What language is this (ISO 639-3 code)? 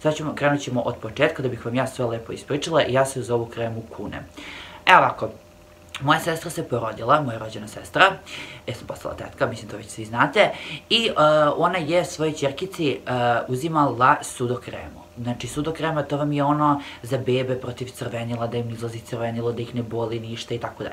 srp